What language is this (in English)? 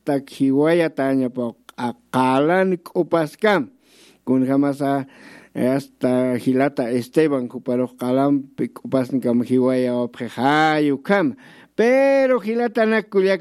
Aymara